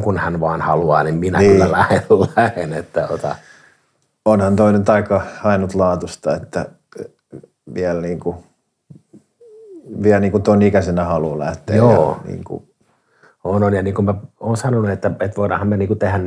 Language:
Finnish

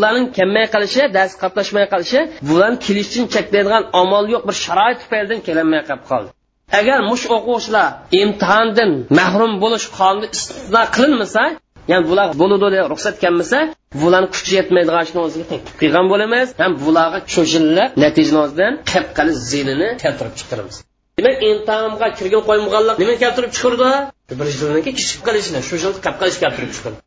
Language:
Uyghur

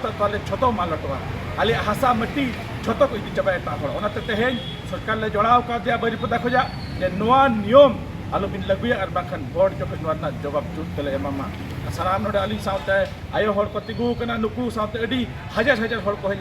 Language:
Santali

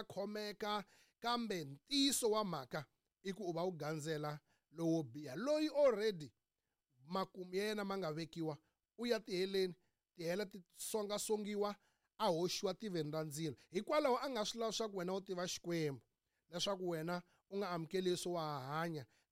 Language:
Tsonga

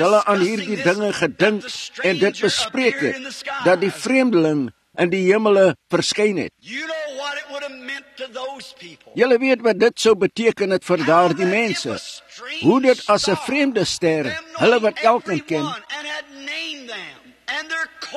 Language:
Afrikaans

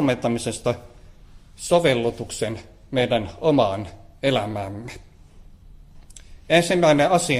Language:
Finnish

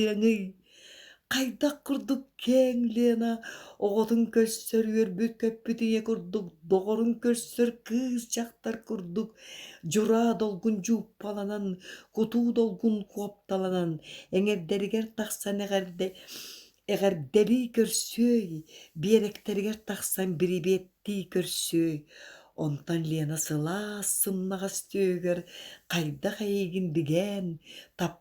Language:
Yakut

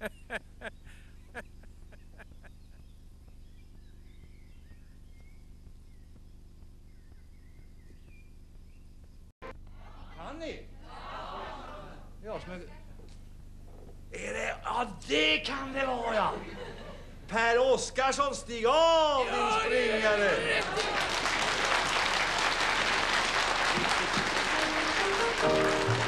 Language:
Swedish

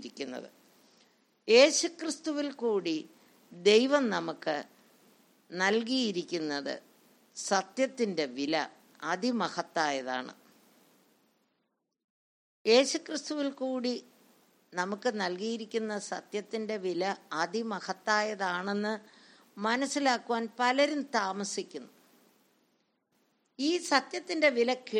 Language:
Malayalam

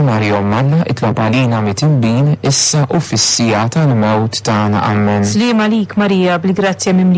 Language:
Maltese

